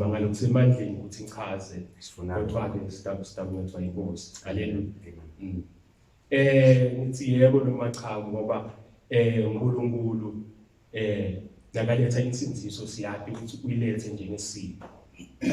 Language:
Zulu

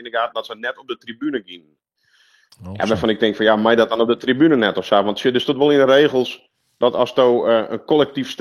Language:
Western Frisian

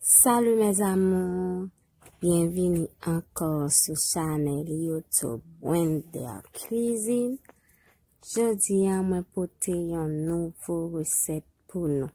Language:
Haitian Creole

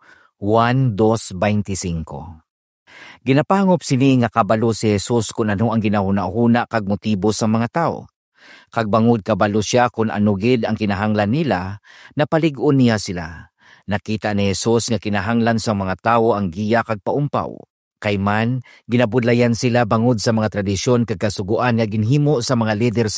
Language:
Hiligaynon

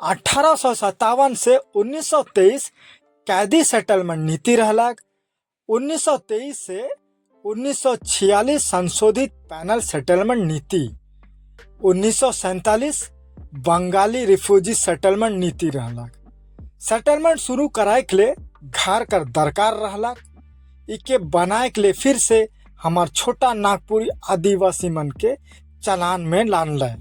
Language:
Sadri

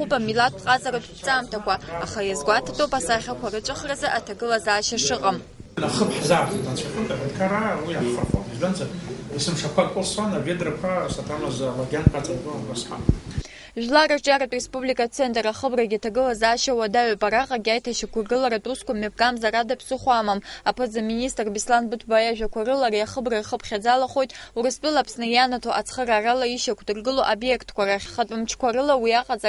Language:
Abkhazian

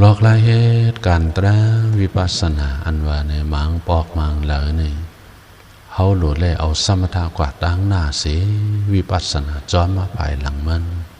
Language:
Shan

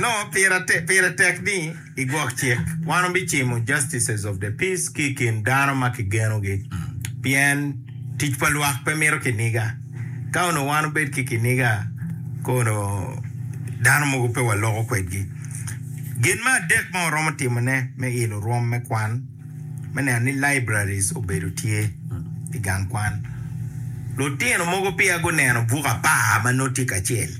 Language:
Acoli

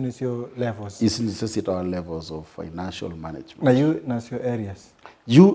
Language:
Kamba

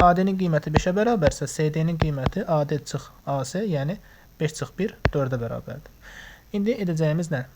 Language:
Azerbaijani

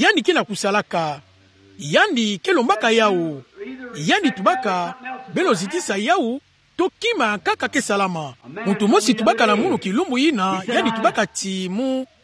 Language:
Kituba (Democratic Republic of Congo)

